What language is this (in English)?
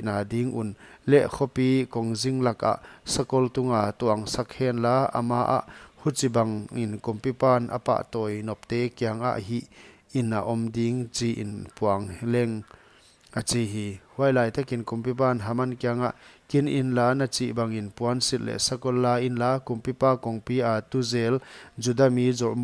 Paite Chin